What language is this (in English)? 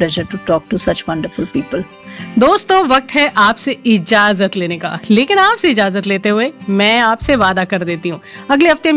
Hindi